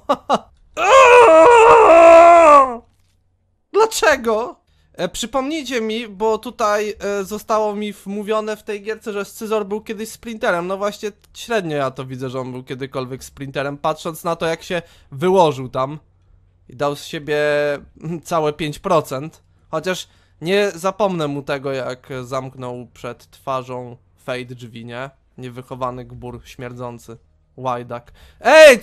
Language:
Polish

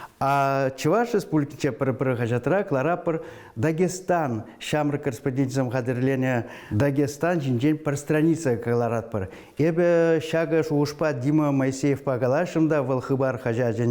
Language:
Chuvash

